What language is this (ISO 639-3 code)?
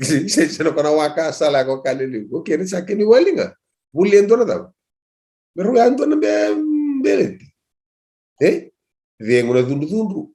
fij